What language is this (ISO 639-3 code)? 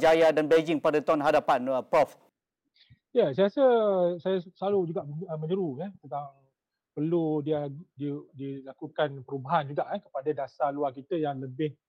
msa